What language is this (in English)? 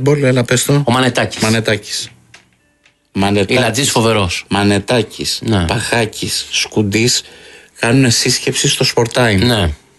Greek